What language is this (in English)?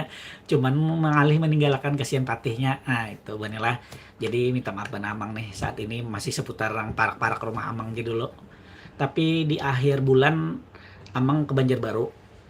Banjar